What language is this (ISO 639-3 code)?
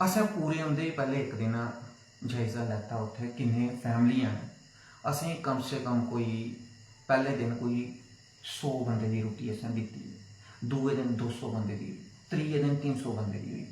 doi